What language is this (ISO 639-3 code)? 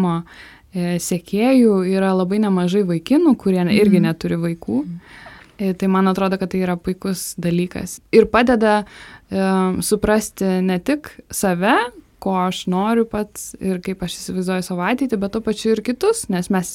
lit